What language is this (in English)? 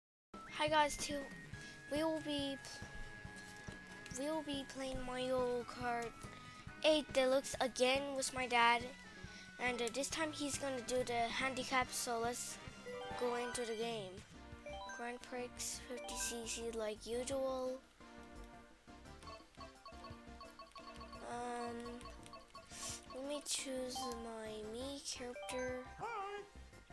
English